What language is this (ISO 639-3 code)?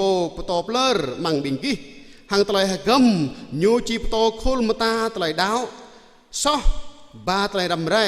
jra